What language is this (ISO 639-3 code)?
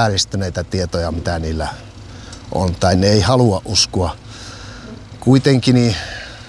fin